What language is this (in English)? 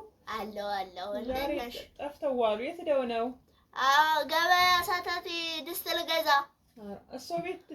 Amharic